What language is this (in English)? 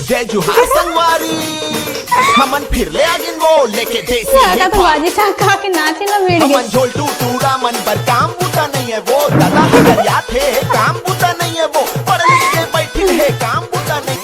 Chhattisgarhi